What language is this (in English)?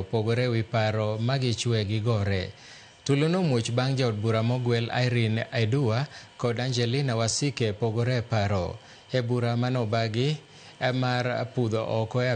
Luo (Kenya and Tanzania)